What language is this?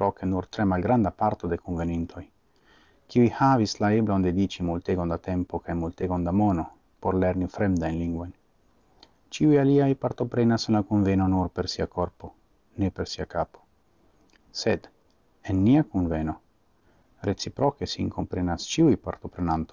Esperanto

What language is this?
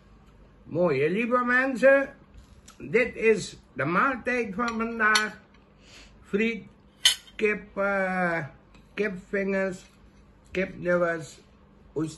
Dutch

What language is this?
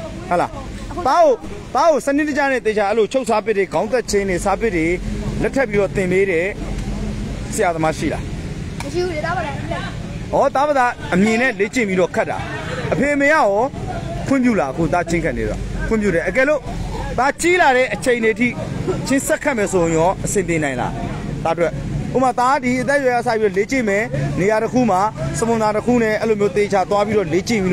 Burmese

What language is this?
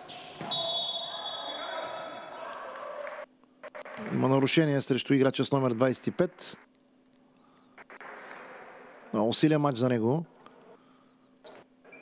Bulgarian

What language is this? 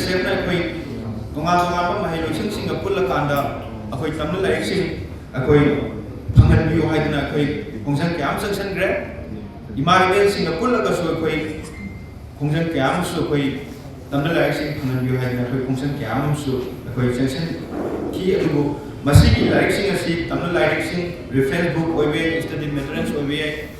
Manipuri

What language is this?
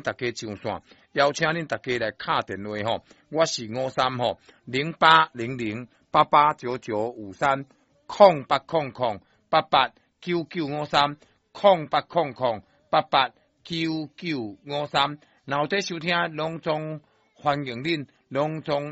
Min Nan Chinese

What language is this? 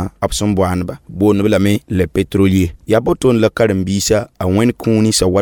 Mossi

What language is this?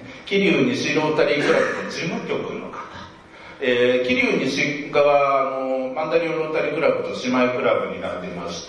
Japanese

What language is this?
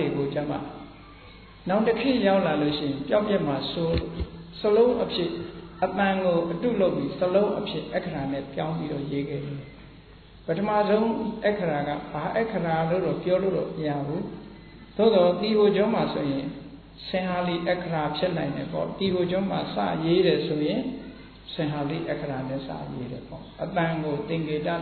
Burmese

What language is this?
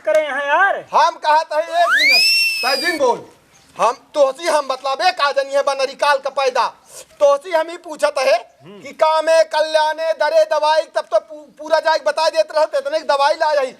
Awadhi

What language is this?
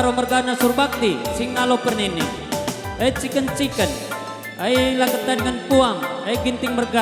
Batak Karo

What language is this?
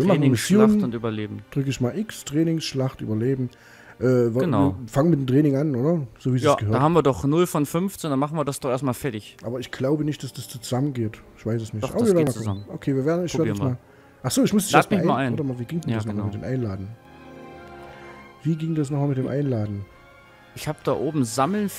German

